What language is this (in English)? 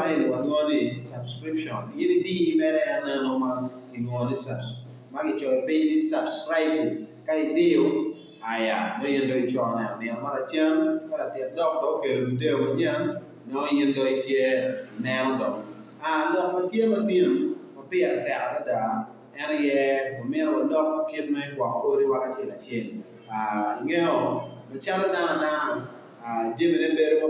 Acoli